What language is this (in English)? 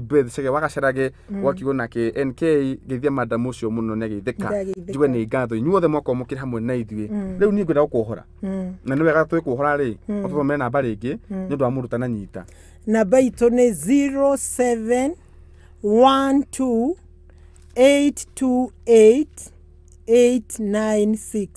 Kikuyu